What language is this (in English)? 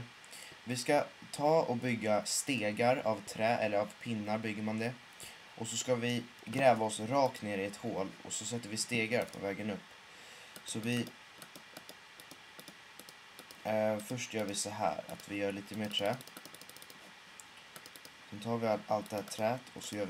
Swedish